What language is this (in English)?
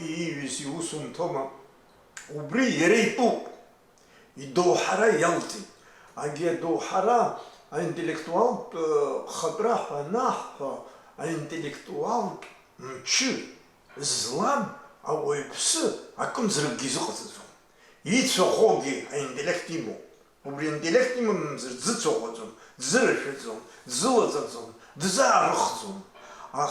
Abkhazian